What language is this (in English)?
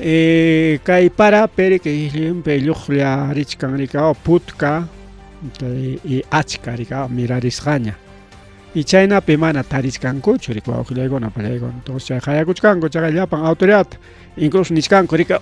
Ayacucho Quechua